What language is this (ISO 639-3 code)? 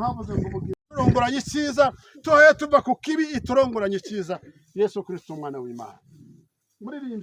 kin